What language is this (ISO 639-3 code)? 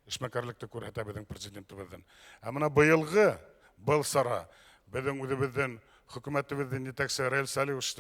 bak